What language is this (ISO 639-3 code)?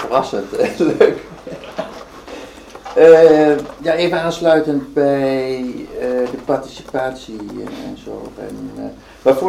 nld